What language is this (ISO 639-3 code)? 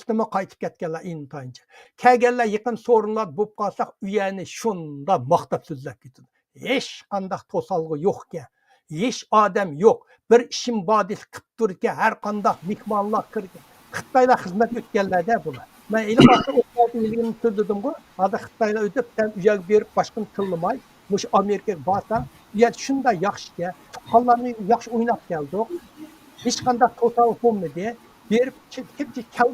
uig